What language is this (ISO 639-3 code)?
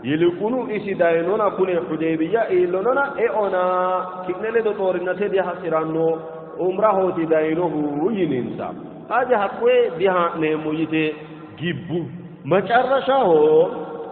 sid